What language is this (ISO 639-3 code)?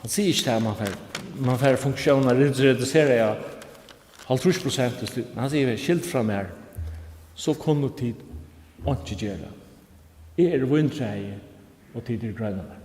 fao